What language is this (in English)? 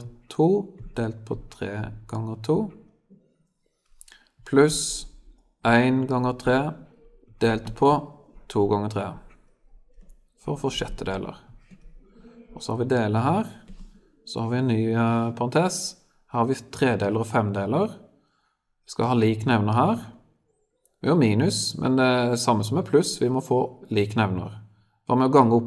Norwegian